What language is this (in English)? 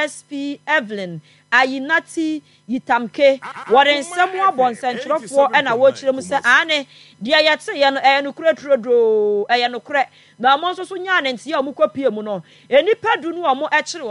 Akan